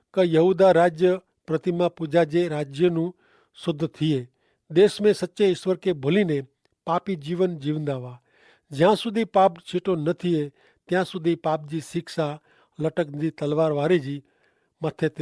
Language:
Kachhi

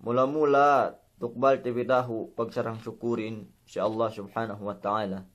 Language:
Yakan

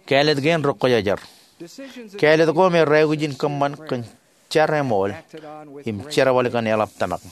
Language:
Marshallese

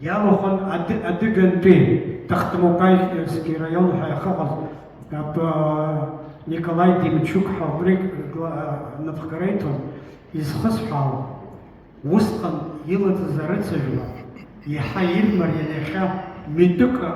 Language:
Abkhazian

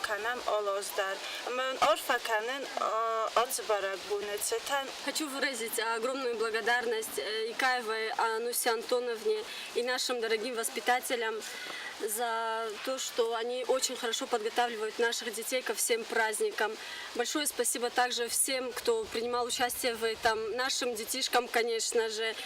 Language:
Ossetic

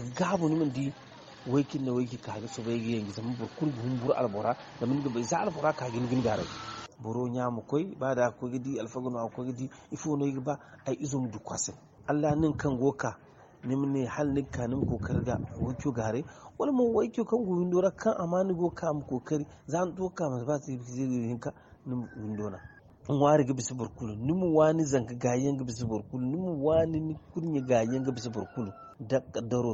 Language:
Zarma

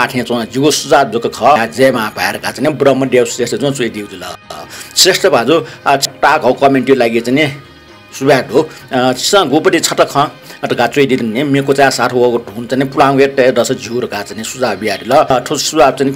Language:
Newari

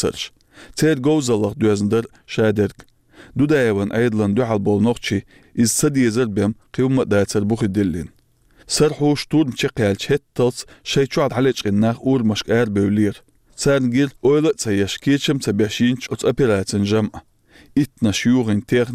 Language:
Chechen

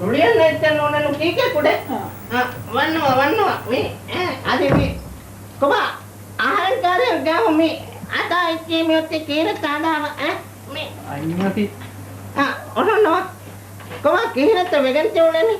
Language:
Divehi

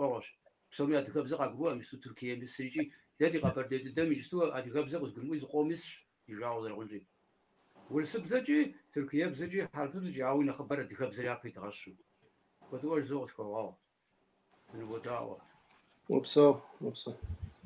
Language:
Kabardian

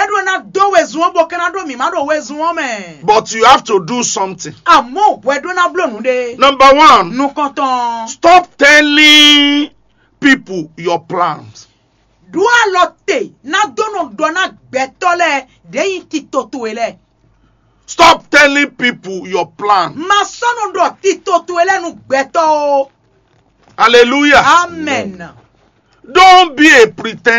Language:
Fon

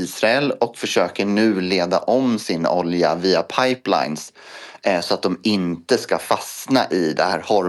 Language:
Swedish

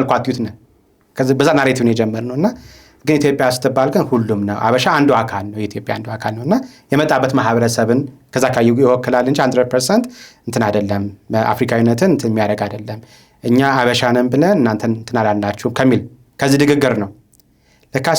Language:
Amharic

